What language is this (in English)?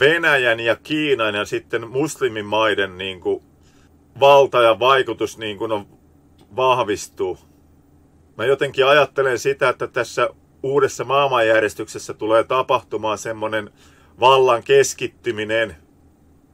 Finnish